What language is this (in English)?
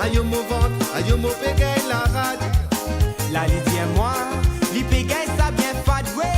Morisyen